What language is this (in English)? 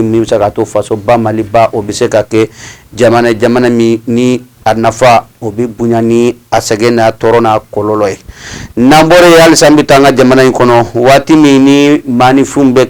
Bambara